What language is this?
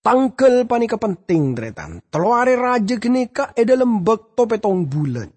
Madurese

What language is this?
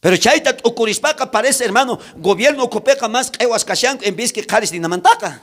South Bolivian Quechua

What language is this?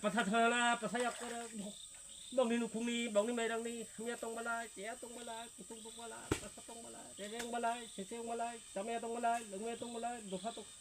Kok Borok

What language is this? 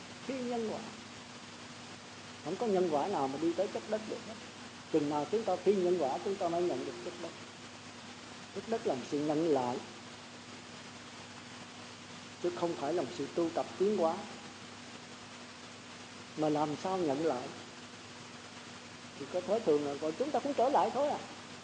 Vietnamese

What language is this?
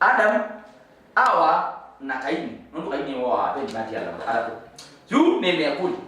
Kamba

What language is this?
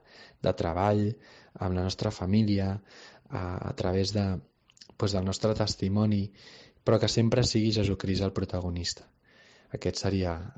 Catalan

